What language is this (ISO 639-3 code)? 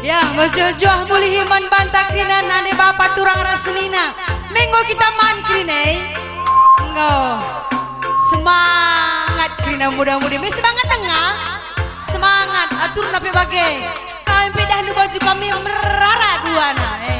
btx